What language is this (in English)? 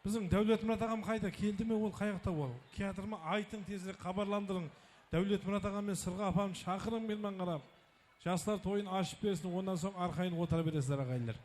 Kara-Kalpak